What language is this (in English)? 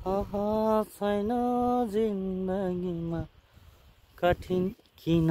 Nepali